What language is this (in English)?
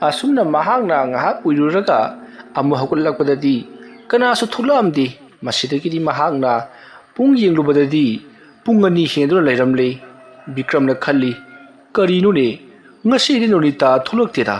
Manipuri